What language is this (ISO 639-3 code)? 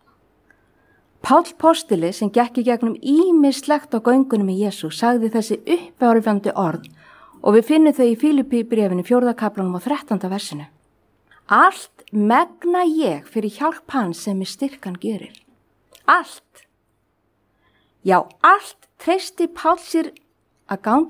isl